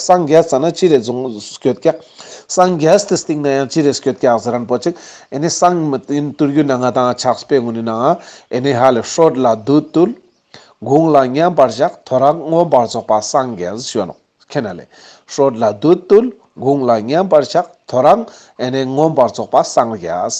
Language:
Ladakhi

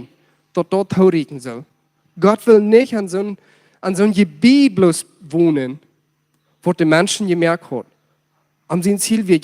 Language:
Plautdietsch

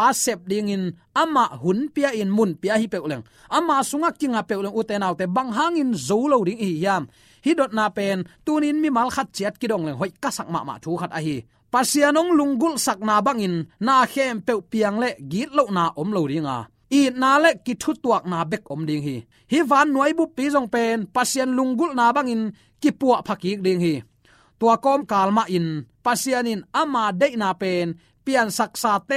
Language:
Tedim Chin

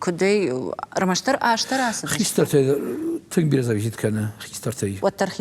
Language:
Ossetic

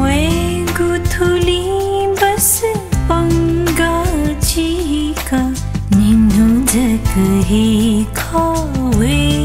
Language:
Newari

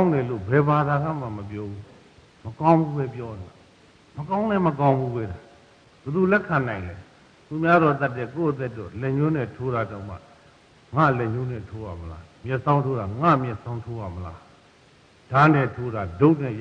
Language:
Burmese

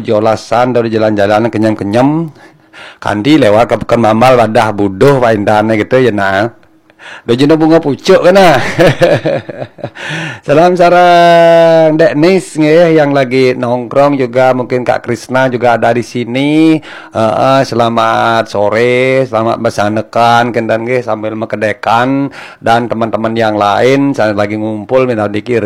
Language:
Balinese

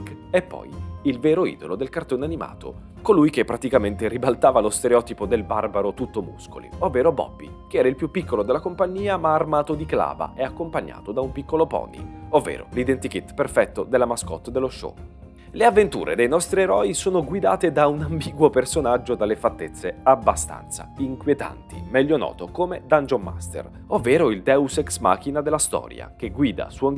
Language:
Italian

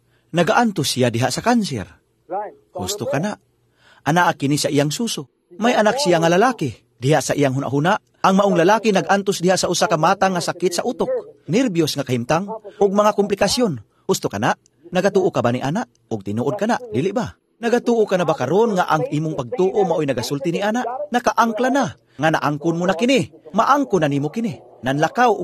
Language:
Cebuano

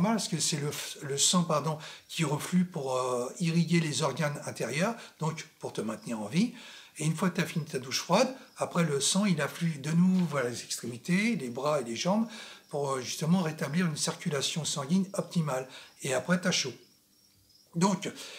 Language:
French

